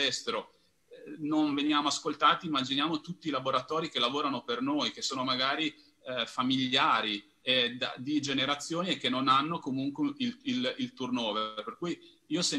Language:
Italian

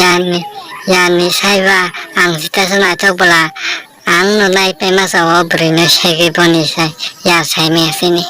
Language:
Kok Borok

